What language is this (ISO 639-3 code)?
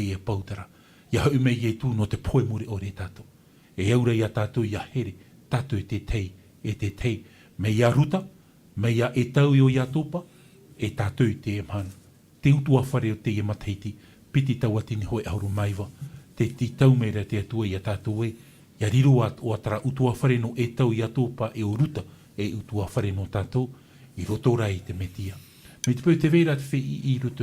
tah